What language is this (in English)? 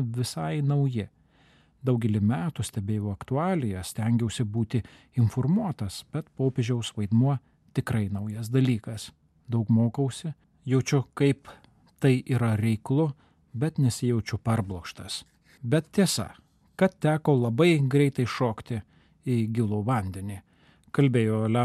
Lithuanian